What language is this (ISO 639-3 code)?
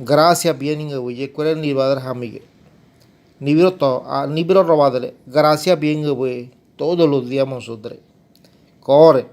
gym